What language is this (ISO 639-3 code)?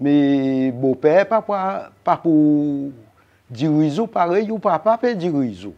crs